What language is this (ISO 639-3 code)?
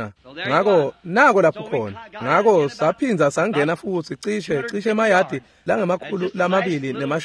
ssw